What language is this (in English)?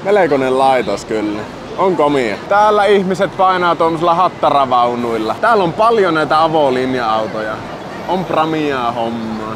Finnish